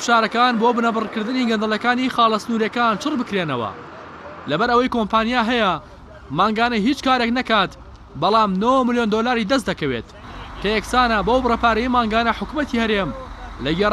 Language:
Central Kurdish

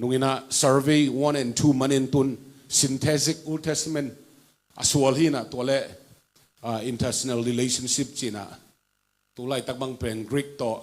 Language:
Tedim Chin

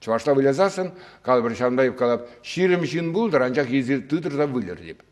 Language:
Chuvash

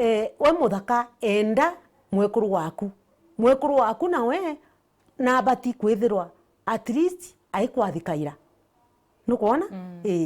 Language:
Meru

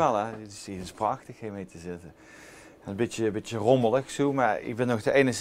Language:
Limburgish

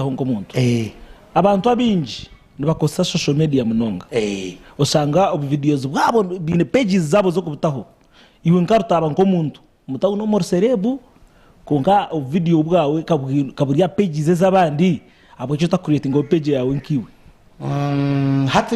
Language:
Nyankole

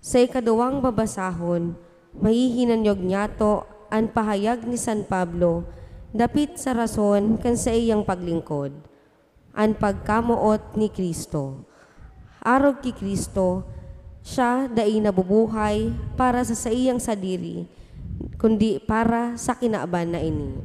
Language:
Bikol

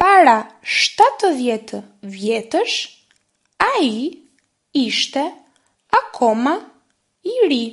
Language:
Albanian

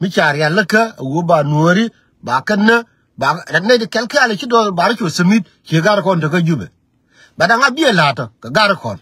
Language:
Nuer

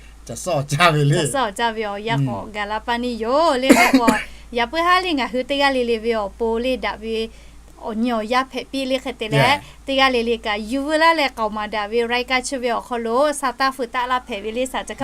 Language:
Lahu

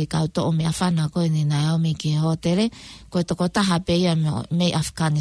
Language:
Tongan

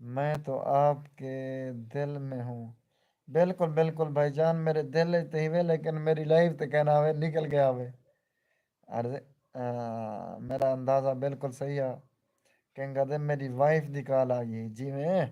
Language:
Saraiki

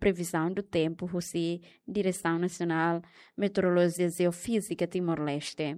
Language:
Tetum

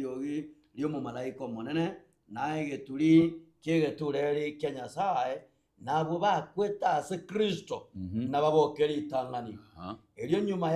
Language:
Gusii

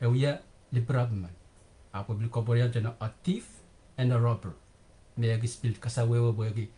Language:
Pohnpeian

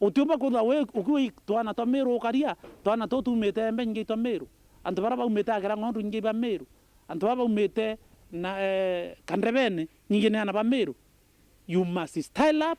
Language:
Meru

